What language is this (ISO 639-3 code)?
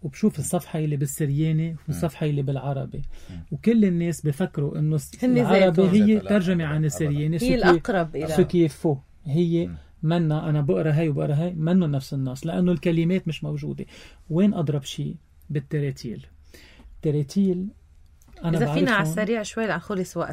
apc